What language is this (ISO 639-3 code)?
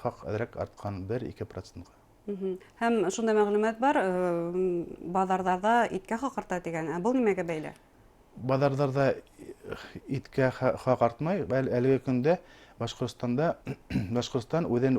bak